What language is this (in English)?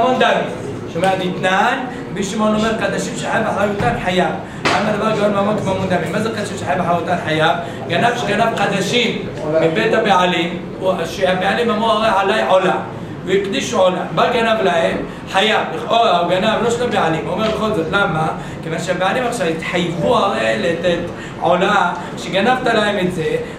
Hebrew